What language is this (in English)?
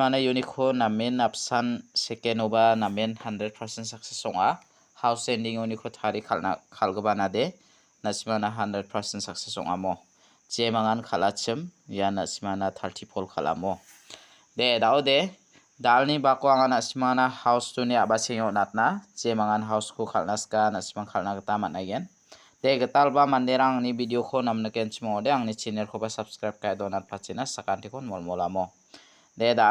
Garo